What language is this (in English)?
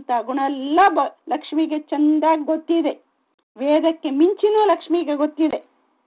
Kannada